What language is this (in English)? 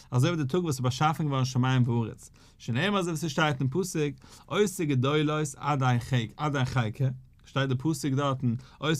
Yiddish